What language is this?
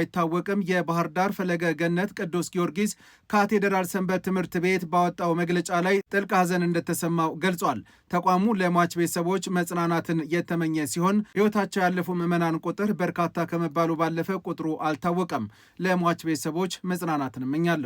Amharic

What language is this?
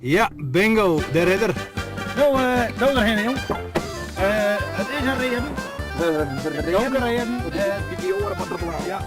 Western Frisian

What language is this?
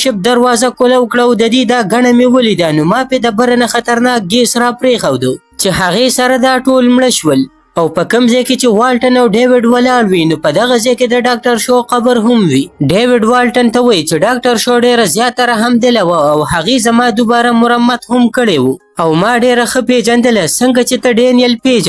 Pashto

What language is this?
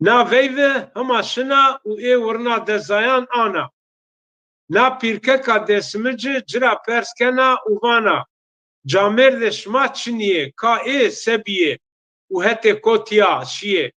Zaza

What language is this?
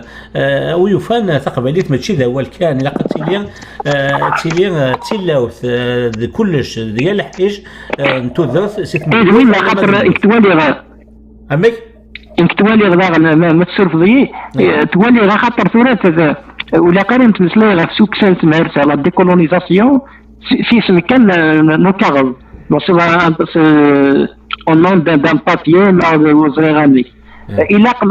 Kabyle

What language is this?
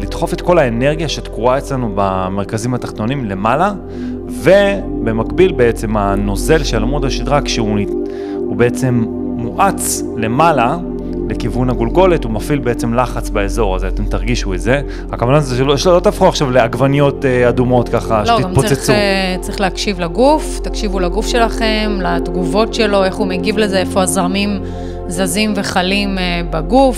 Hebrew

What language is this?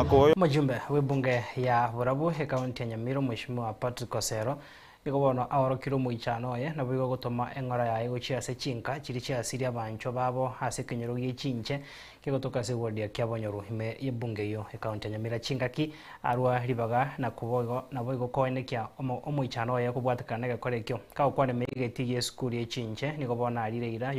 Gusii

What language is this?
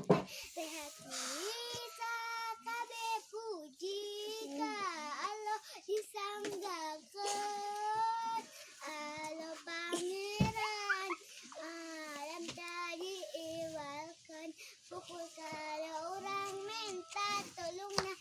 Sundanese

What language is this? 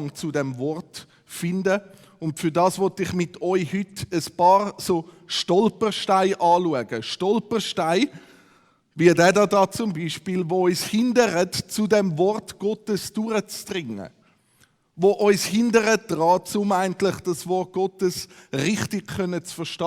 Swiss German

